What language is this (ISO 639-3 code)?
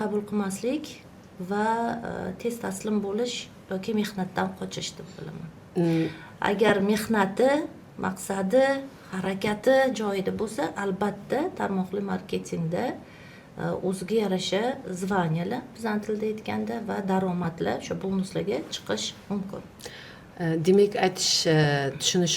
uzb